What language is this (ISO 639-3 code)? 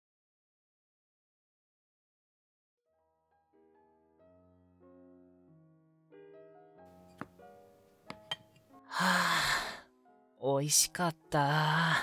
jpn